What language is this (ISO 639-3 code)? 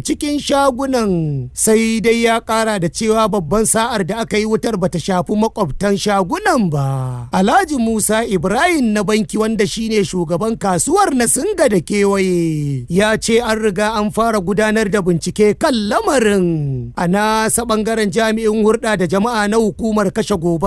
hau